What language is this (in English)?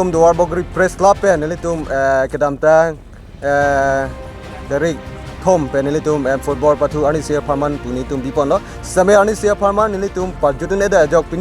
Karbi